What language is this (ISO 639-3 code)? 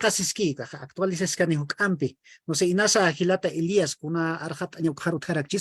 aym